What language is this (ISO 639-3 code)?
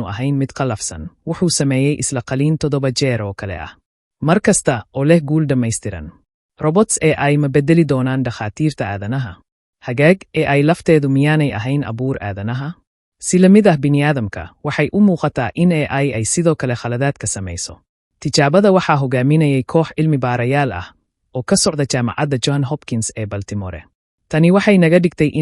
som